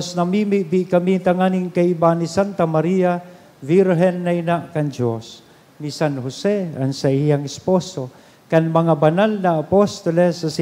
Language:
Bikol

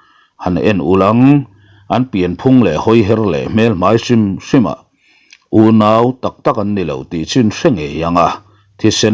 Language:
Mizo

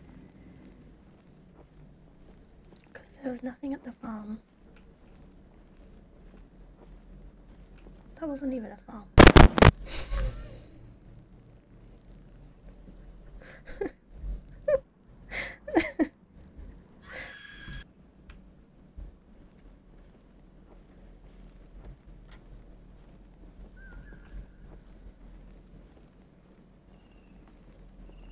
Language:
English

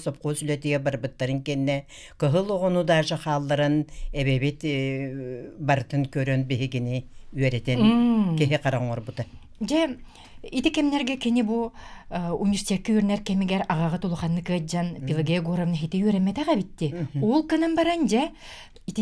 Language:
Yakut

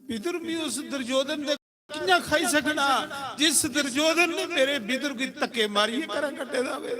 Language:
Dogri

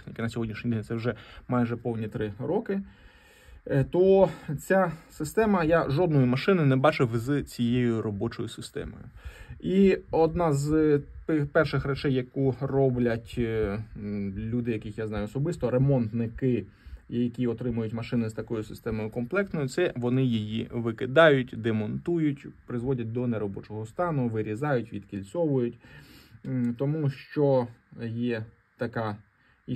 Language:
Ukrainian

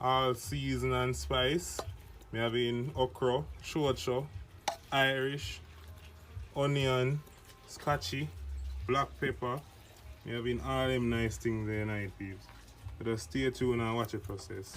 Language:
Jamaican Creole English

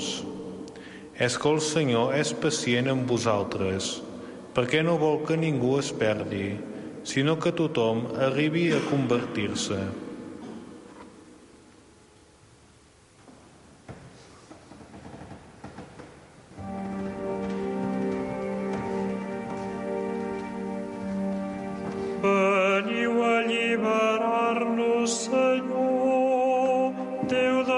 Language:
Catalan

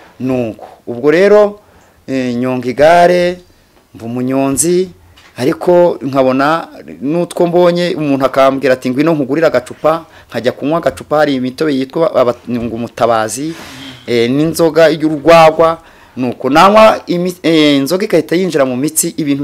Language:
Kinyarwanda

